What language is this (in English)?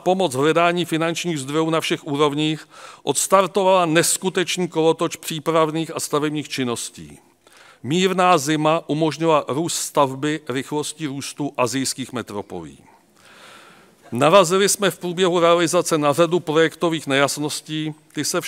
Czech